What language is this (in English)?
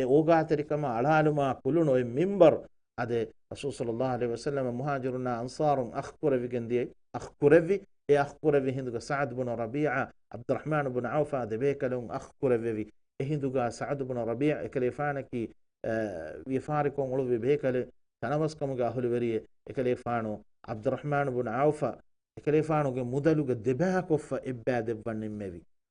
Divehi